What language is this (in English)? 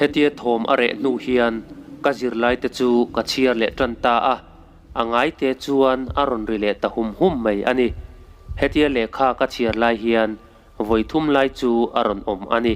Mizo